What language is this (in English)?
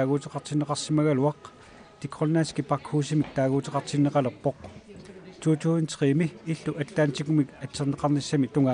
Kalaallisut